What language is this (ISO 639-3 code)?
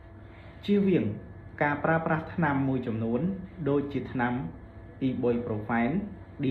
khm